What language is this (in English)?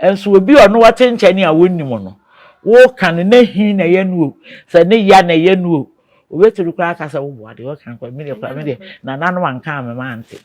Akan